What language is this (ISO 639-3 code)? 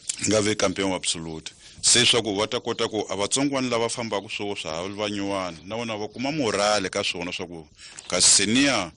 tso